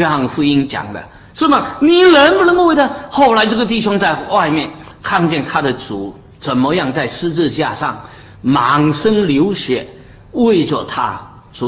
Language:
Chinese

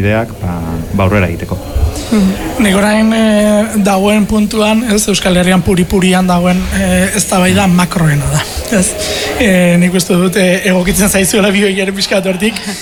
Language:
Basque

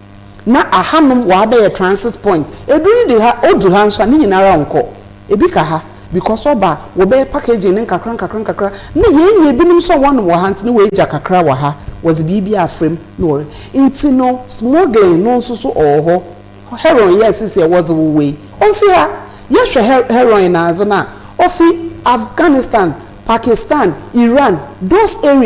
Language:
Akan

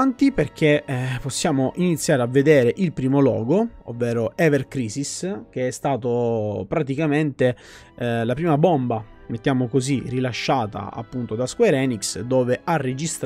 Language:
Italian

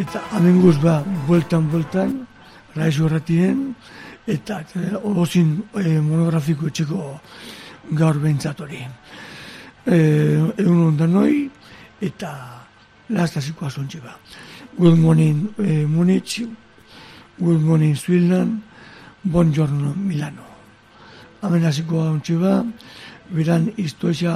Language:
Basque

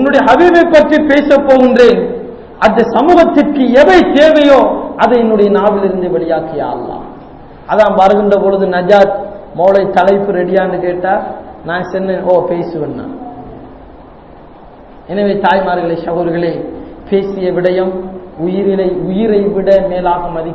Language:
Tamil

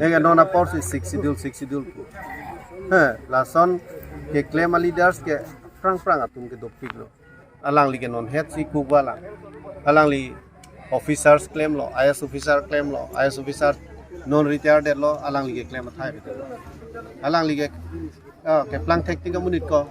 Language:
Karbi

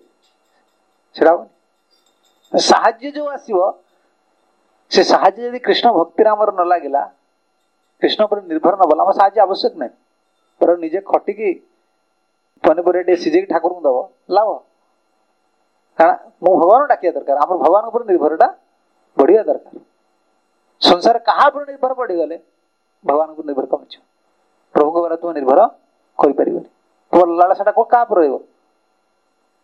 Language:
Odia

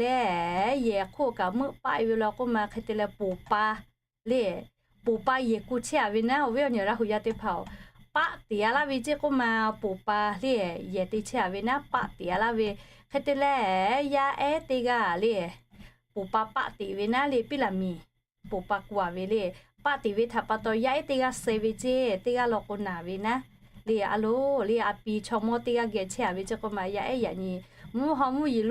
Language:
Lahu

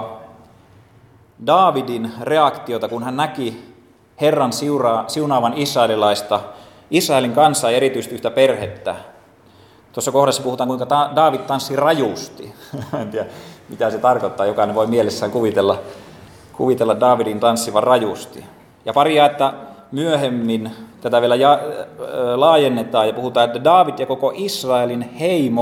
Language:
Finnish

